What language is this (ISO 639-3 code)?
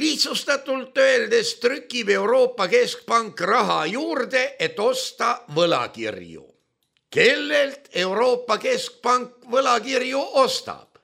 est